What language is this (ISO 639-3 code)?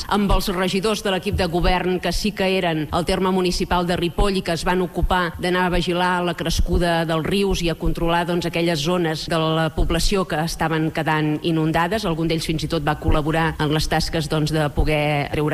cat